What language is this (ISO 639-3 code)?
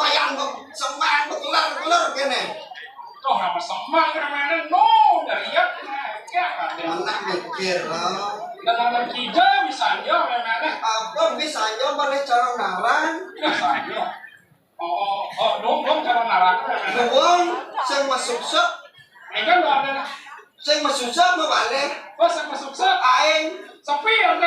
ban